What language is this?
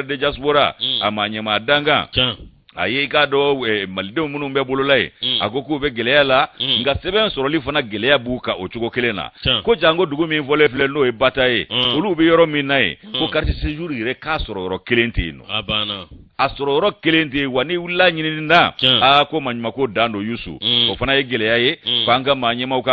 Bambara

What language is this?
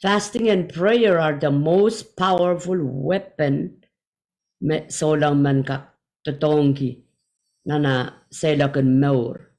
Pohnpeian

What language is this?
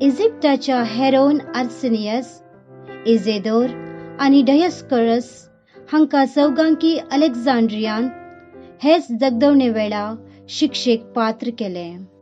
Konkani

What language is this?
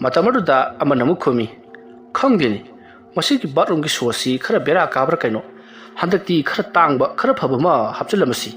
Manipuri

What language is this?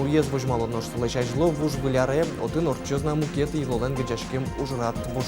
Udmurt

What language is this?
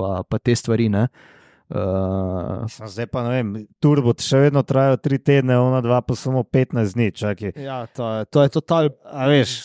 Slovenian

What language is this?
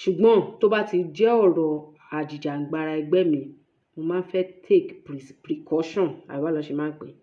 Yoruba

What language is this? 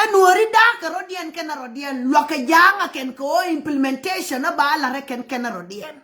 Nuer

